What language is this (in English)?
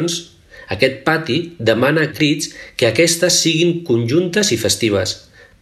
Catalan